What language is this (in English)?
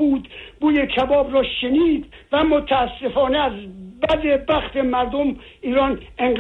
Persian